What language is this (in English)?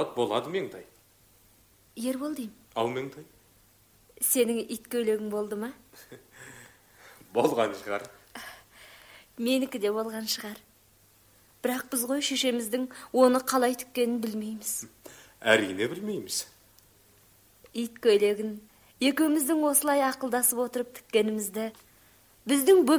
Kazakh